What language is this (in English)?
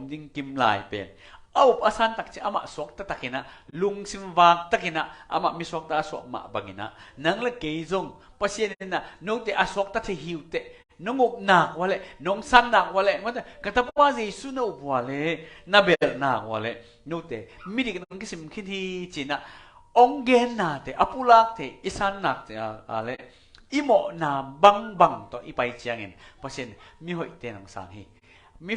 Tedim Chin